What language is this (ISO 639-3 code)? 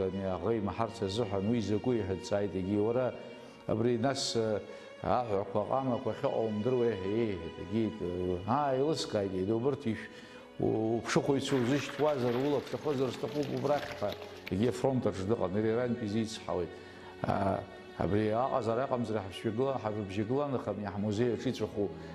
abk